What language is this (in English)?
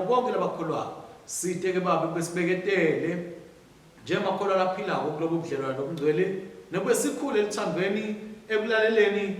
Swati